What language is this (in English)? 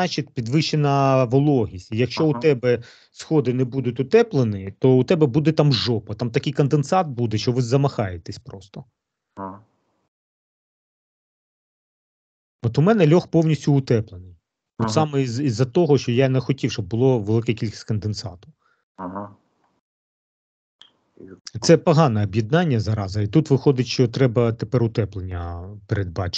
Ukrainian